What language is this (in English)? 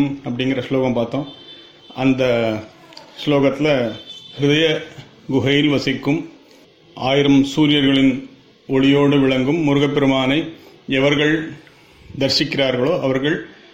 Tamil